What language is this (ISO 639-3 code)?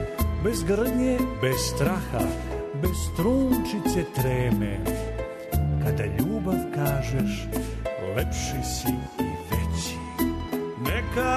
srp